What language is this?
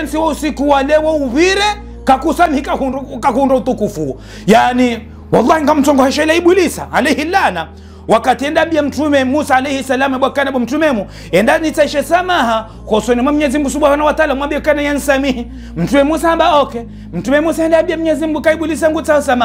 Ngazidja Comorian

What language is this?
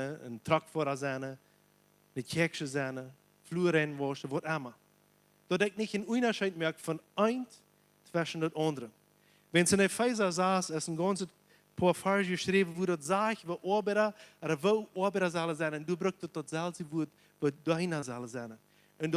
Plautdietsch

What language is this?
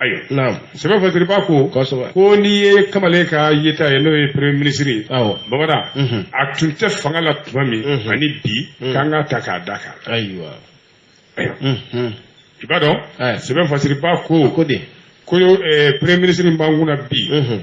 Bambara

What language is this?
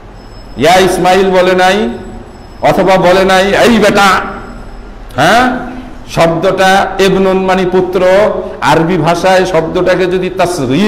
Bangla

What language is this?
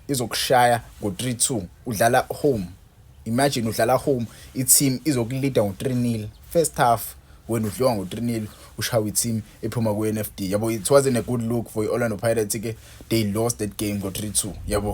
Zulu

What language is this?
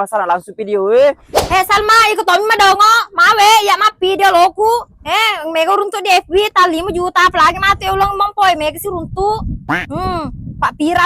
Buginese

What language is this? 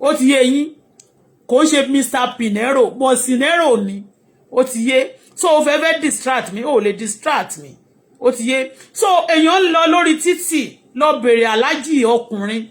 Yoruba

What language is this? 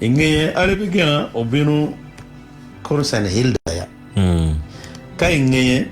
Acoli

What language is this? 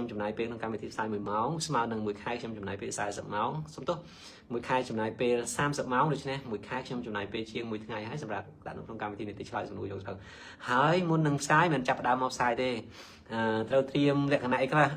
Khmer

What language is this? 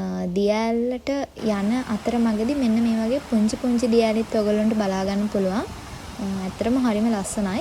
Sinhala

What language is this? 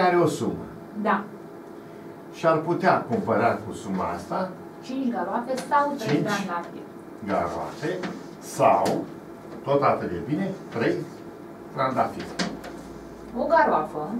Romanian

